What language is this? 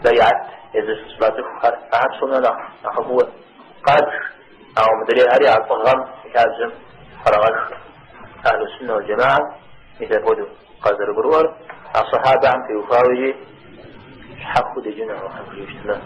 Kabardian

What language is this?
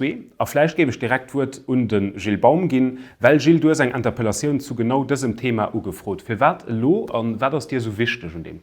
Luxembourgish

